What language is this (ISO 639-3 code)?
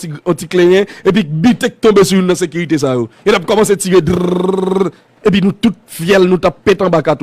hat